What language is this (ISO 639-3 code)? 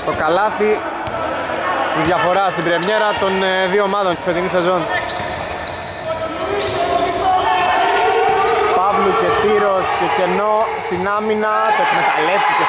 ell